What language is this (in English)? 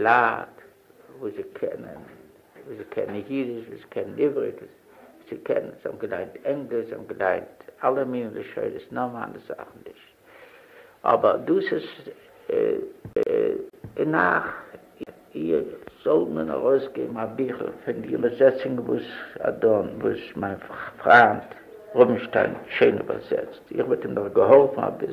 Yiddish